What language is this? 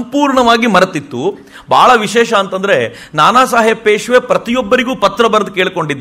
Kannada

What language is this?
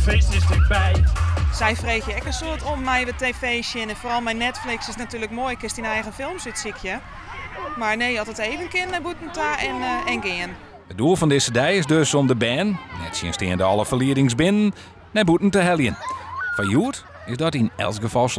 Western Frisian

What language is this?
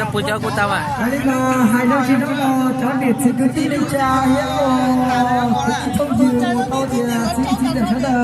Hmong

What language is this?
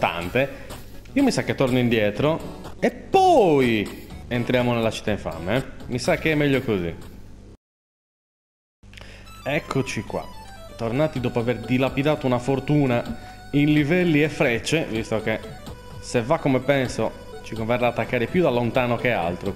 Italian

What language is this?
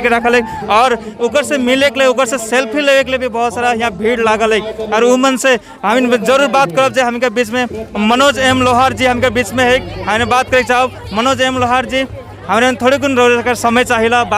Sadri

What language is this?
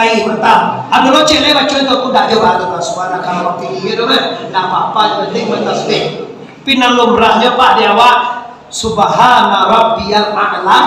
Minangkabau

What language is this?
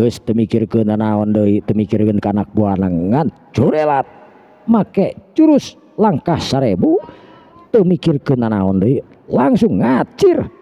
Sundanese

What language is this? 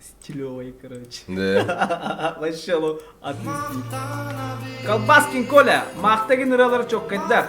Yakut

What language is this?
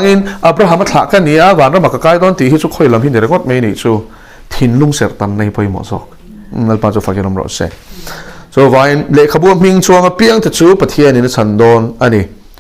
Mizo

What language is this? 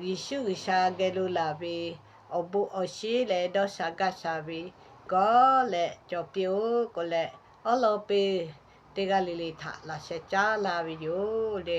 Lahu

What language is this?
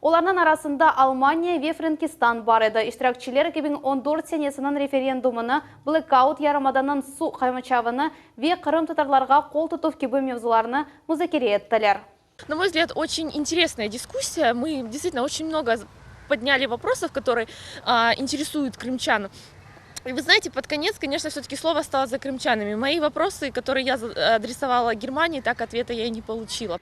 Crimean Tatar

